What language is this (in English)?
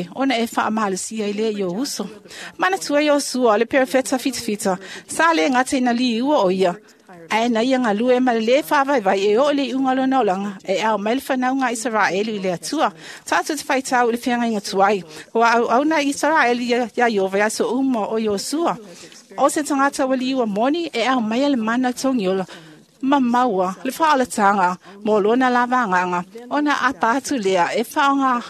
Samoan